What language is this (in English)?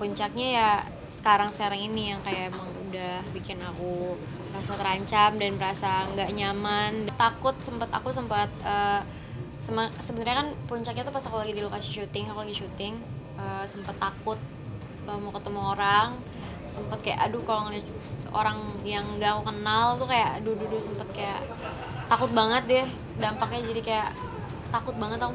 Indonesian